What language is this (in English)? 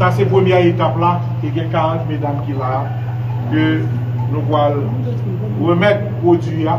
Haitian Creole